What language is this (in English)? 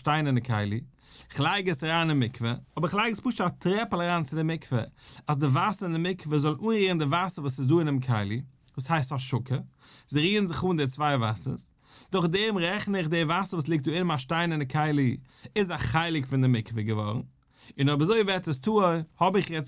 Yiddish